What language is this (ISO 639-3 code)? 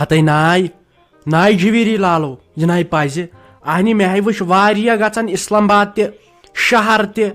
kas